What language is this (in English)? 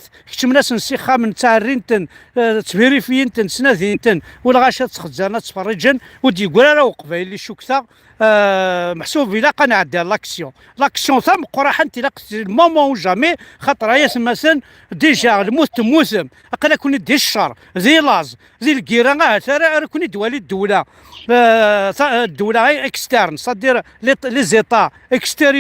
Kabyle